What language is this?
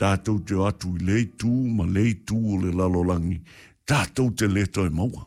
Samoan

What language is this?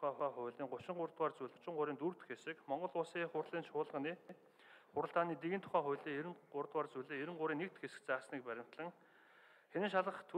Mongolian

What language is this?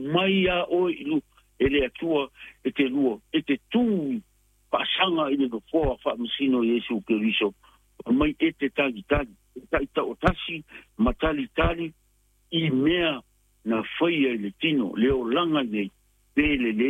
Samoan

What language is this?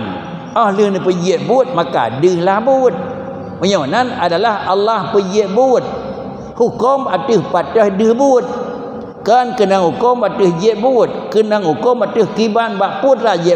Achinese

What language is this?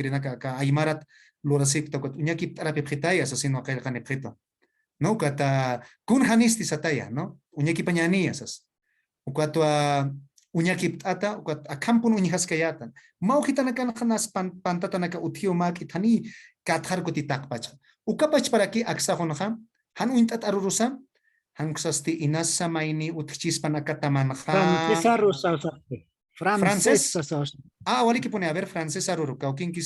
Aymara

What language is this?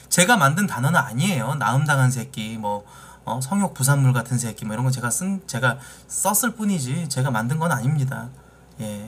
Korean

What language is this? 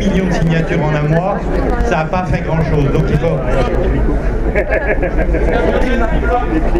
French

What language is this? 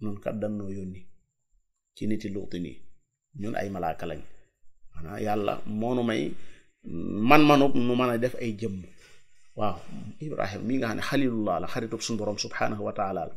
Wolof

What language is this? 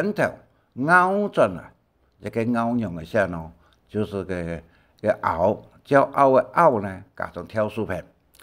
Hakka Chinese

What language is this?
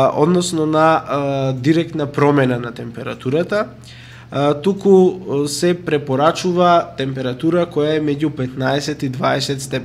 Macedonian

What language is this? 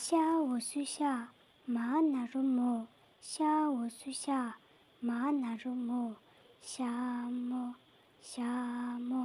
Tibetan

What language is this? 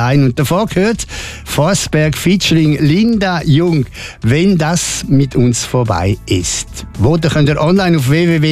German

